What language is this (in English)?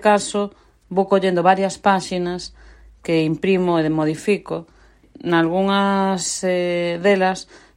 Galician